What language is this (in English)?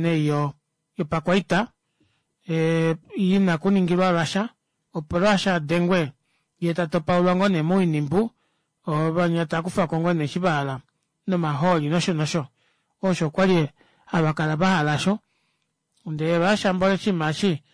Kuanyama